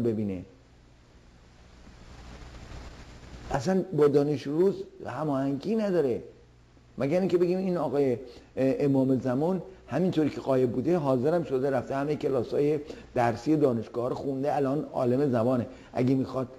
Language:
Persian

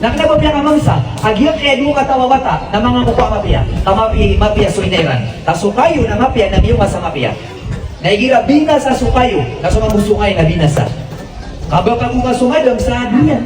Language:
Maranao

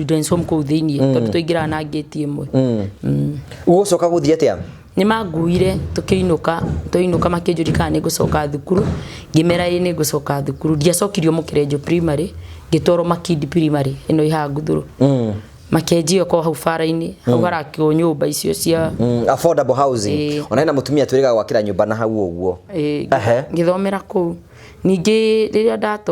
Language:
Kikuyu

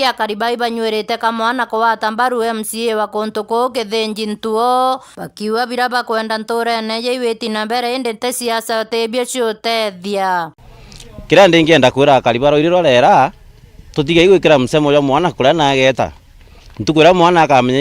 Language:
Meru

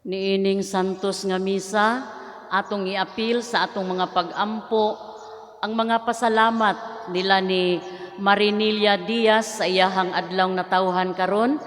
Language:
Cebuano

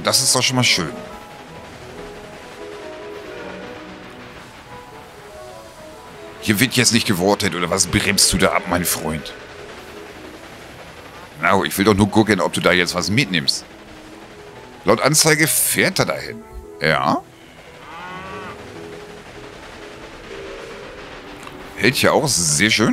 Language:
German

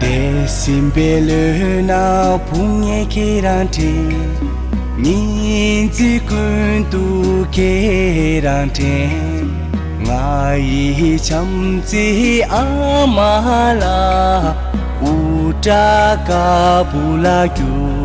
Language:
Tibetan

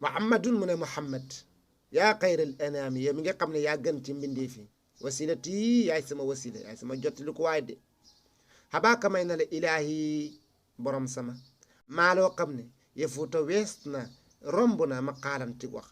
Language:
Wolof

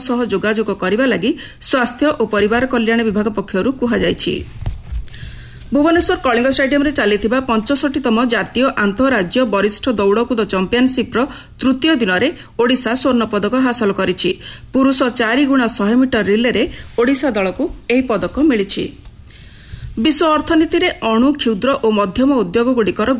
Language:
Odia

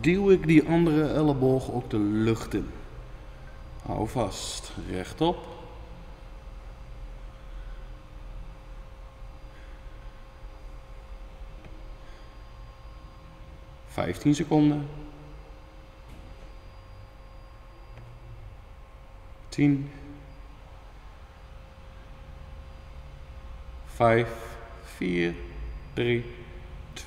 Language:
Dutch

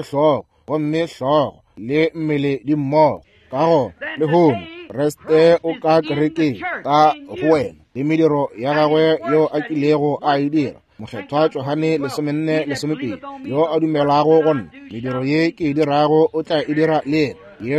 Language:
Northern Sotho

